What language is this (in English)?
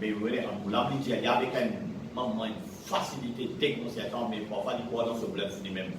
Morisyen